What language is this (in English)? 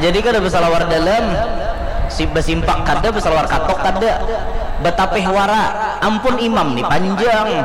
Banjar